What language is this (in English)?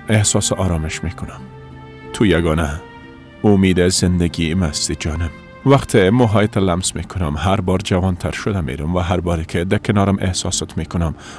Persian